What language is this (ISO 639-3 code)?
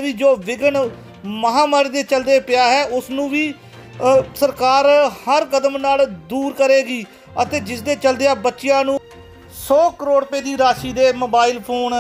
pan